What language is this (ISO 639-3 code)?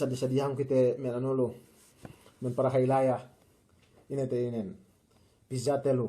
yka